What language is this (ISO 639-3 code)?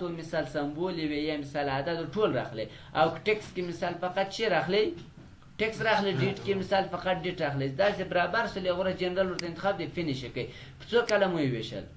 pus